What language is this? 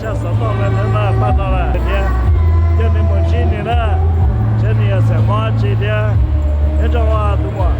Hmong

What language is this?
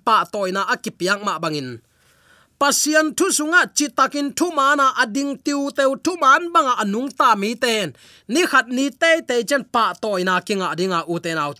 Tedim Chin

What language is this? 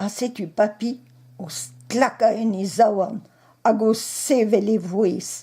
Breton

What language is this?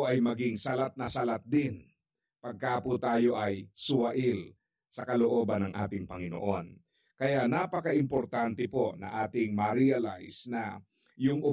Filipino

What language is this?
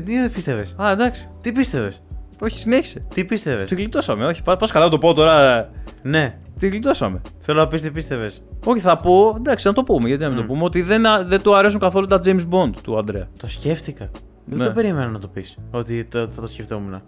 Greek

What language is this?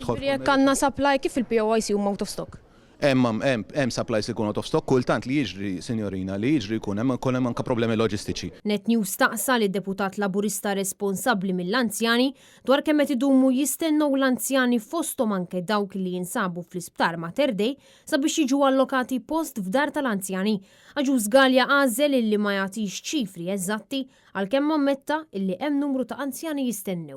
Maltese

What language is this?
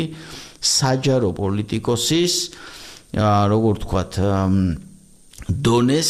Georgian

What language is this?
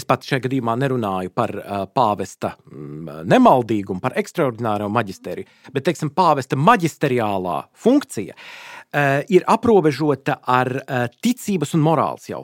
Latvian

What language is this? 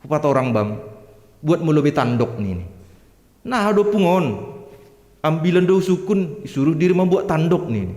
Batak Simalungun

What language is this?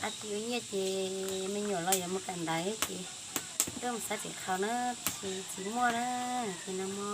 Hmong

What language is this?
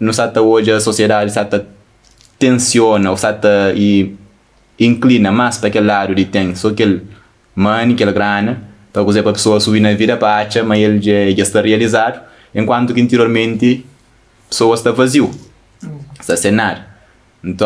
Kabuverdianu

